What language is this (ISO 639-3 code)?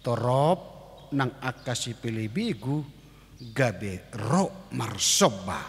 bbc